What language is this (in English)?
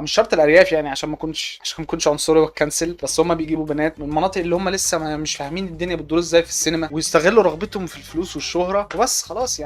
Egyptian Arabic